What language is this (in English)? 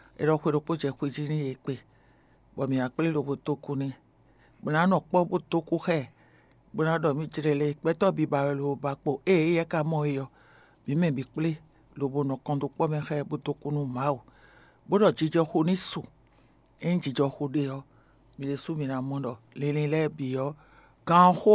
Fon